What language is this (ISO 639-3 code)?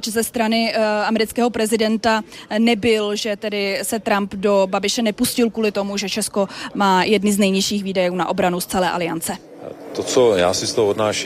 ces